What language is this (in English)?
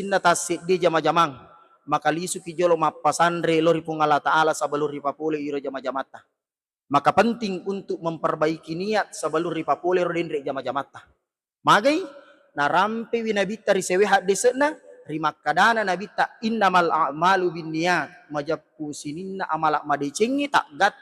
Buginese